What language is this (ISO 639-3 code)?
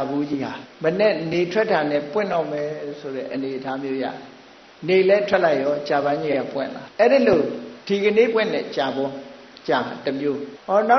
mya